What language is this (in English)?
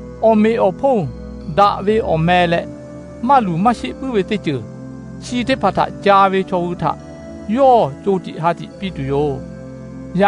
Lahu